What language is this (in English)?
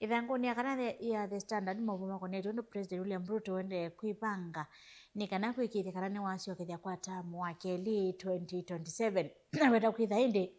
Kamba